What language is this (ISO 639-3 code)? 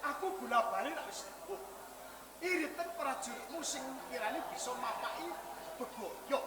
jav